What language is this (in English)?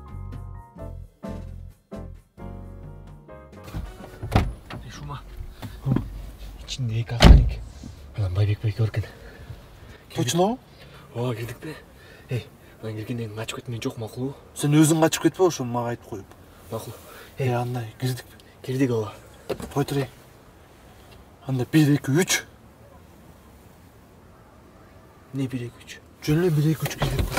Kyrgyz